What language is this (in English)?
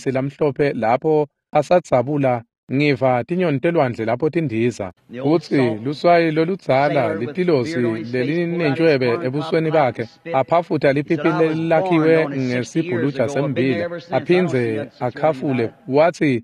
Swati